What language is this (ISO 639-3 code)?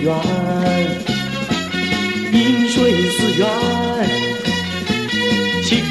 zho